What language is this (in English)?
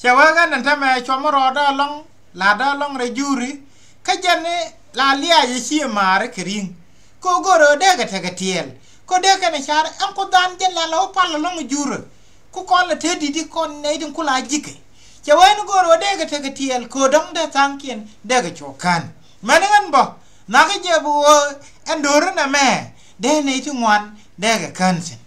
Nuer